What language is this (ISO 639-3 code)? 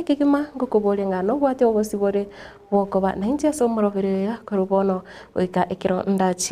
guz